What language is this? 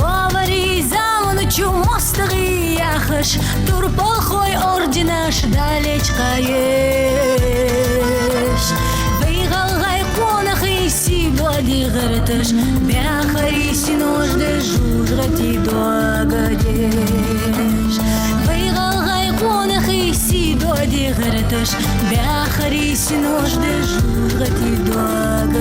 Ingush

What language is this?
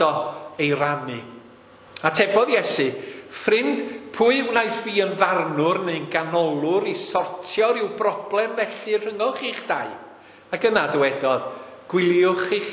Welsh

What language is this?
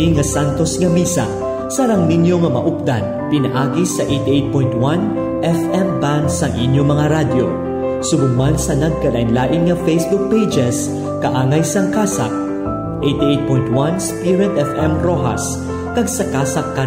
Hiligaynon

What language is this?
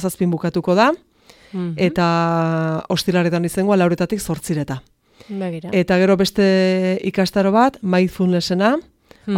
Basque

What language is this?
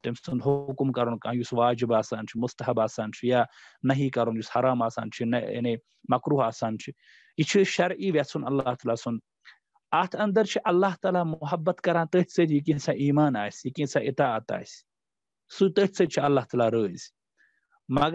Kashmiri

